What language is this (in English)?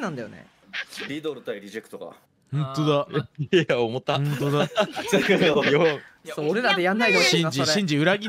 Japanese